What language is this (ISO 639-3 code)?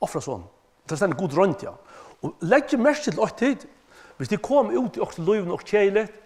fao